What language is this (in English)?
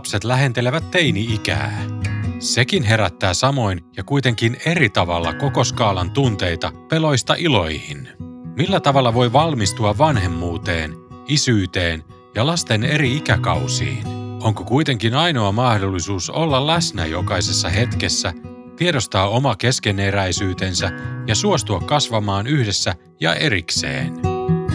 Finnish